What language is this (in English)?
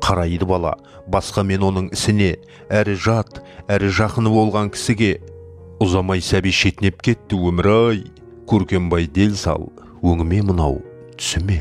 Kazakh